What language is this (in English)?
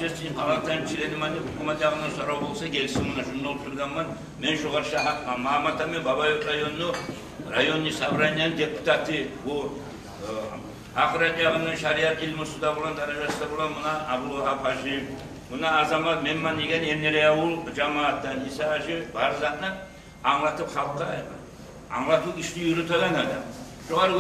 Kumyk